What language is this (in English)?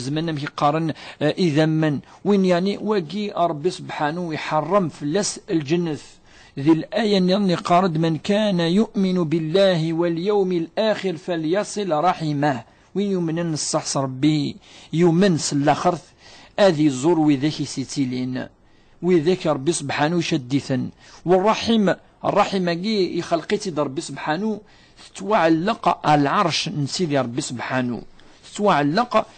Kabyle